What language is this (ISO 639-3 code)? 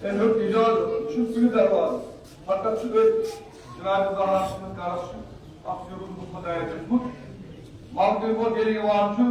kas